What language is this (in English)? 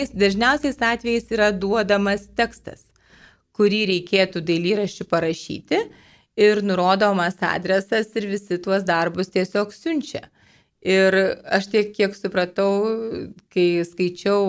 Lithuanian